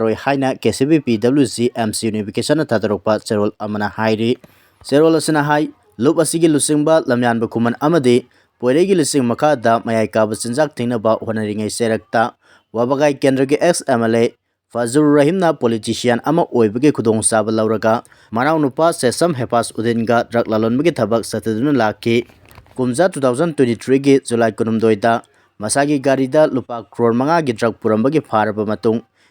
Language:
Manipuri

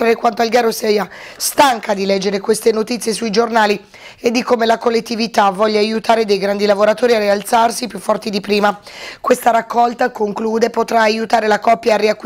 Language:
Italian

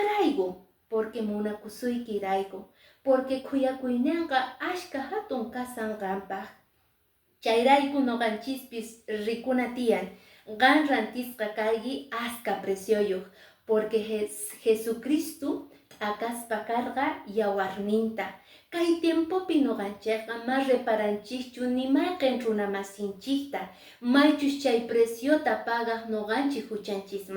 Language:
Quechua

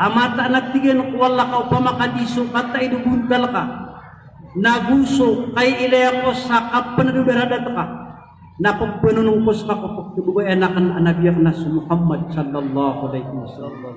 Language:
Maranao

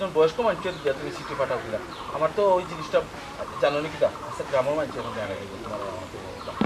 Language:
Sylheti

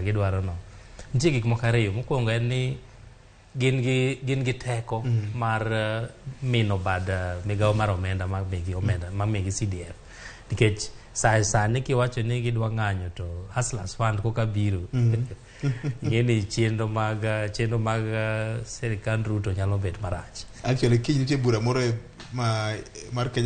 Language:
Luo (Kenya and Tanzania)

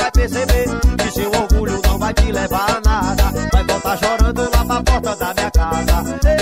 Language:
Portuguese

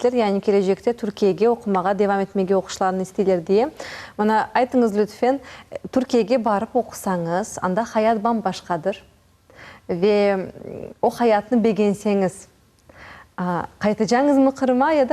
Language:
Crimean Tatar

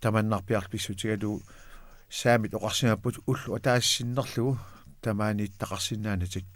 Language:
Kalaallisut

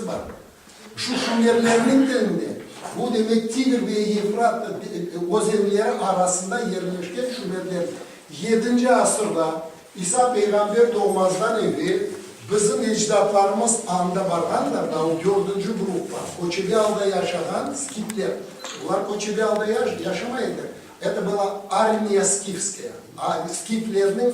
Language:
Crimean Tatar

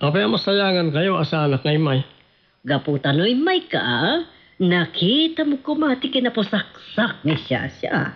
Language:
Iloko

